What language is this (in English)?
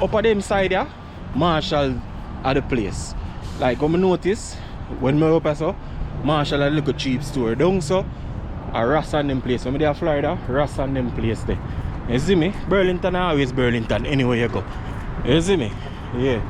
Jamaican Creole English